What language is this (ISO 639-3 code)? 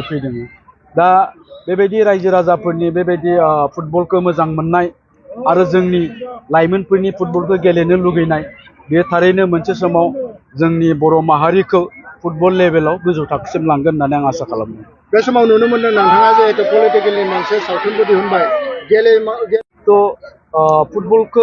brx